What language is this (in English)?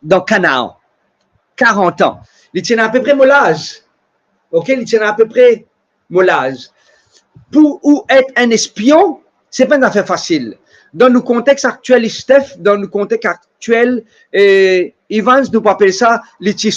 Morisyen